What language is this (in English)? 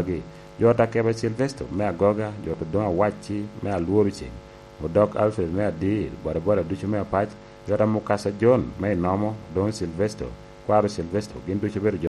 Lango (Uganda)